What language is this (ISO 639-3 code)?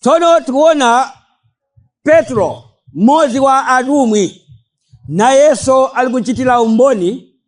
nya